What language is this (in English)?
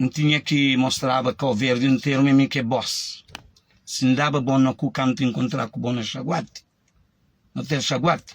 Kabuverdianu